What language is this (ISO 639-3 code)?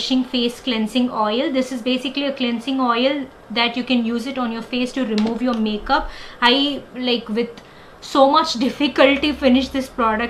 eng